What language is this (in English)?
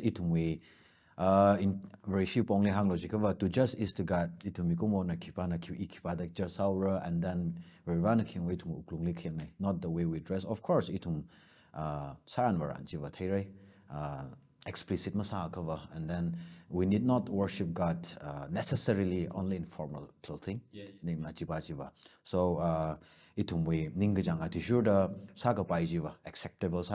Tangkhul Naga (India)